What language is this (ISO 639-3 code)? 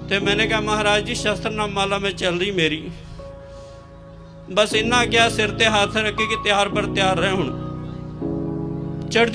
pan